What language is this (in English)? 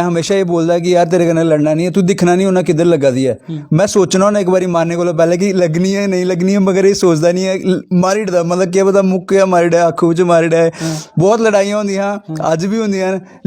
Dogri